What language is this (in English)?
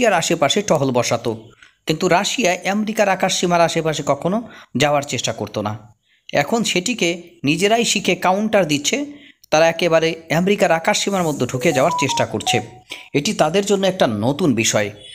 Bangla